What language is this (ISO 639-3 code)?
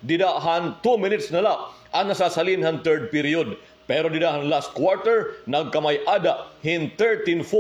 war